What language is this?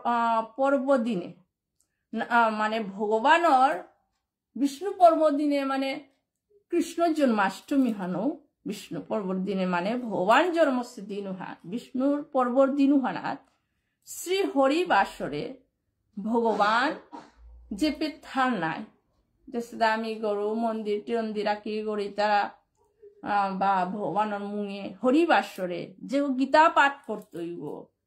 Bishnupriya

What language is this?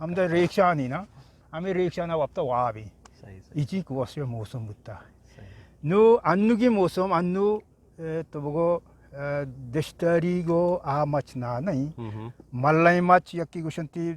Eastern Balochi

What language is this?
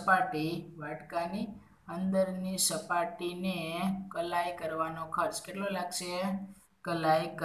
Gujarati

